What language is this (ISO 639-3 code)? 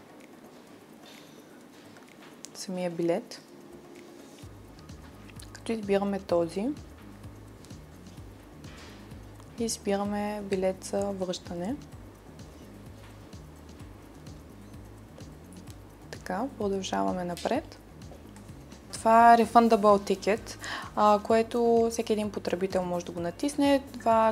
bul